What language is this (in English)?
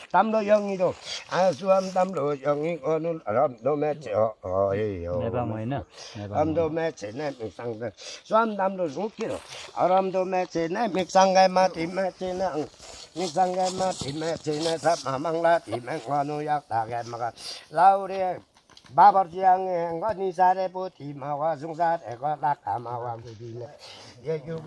Limbu